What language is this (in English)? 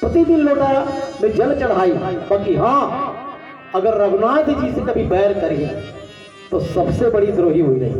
Chhattisgarhi